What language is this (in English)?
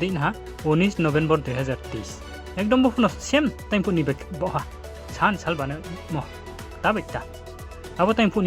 Riang (India)